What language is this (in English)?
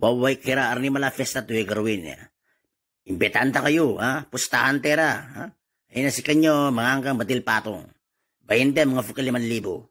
Itawit